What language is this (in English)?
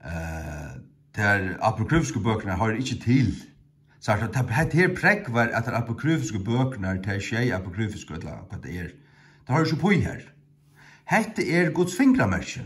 Faroese